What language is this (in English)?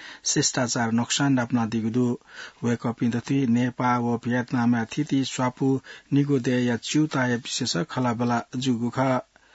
Newari